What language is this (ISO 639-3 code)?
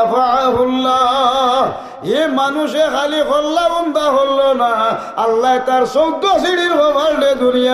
syl